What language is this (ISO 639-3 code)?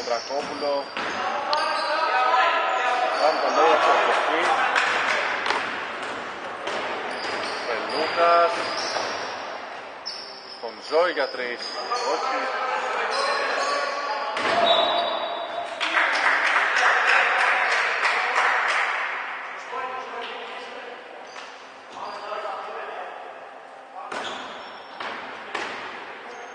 ell